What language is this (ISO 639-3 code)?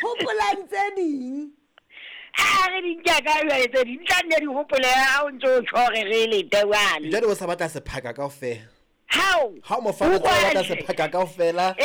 sot